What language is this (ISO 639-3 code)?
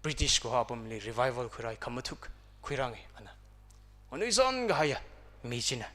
nmf